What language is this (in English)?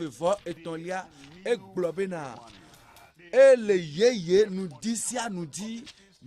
Ewe